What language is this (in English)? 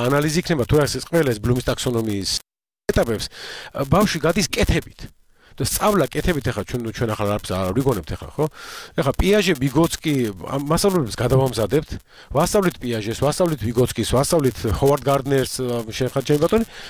Georgian